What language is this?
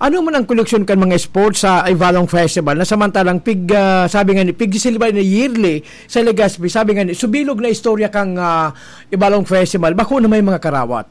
Bikol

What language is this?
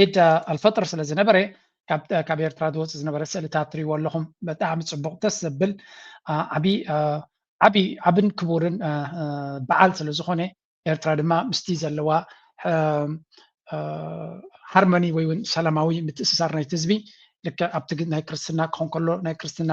Tigrinya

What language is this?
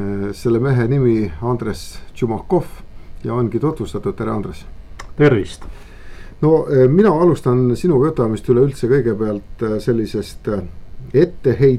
Estonian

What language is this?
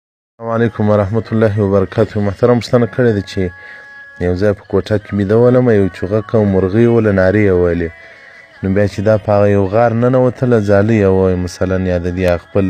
Pashto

